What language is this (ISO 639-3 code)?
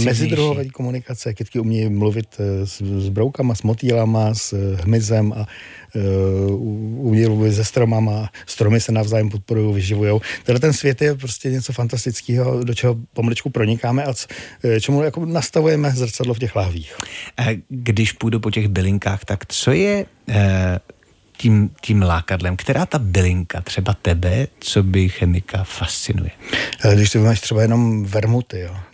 ces